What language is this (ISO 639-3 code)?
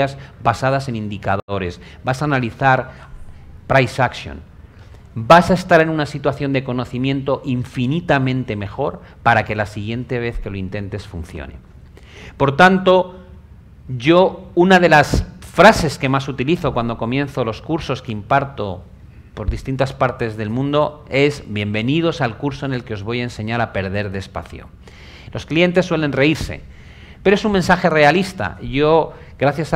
spa